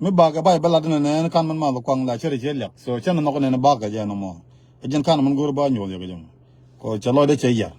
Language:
Nuer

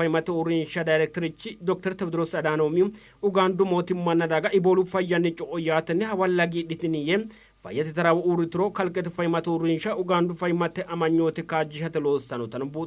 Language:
Sidamo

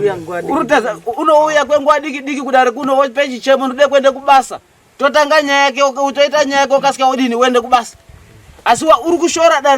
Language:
Shona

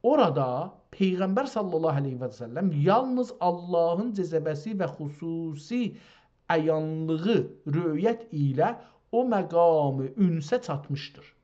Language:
South Azerbaijani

